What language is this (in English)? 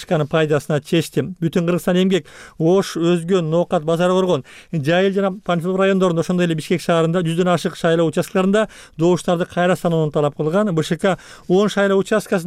Kyrgyz